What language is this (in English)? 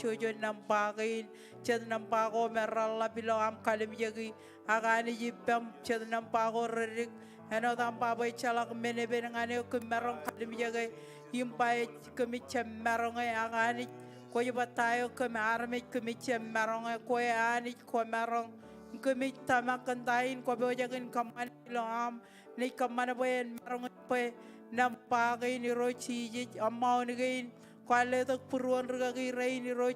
Marshallese